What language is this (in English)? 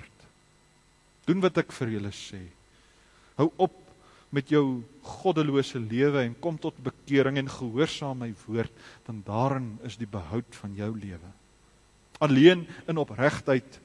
Afrikaans